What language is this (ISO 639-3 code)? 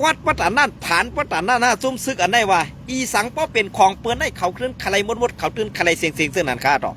shn